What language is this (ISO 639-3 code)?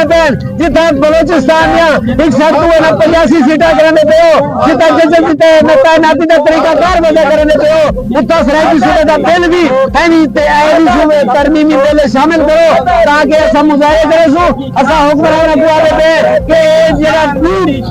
skr